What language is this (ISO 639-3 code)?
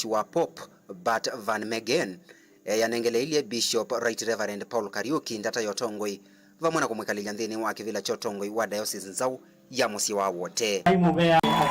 kam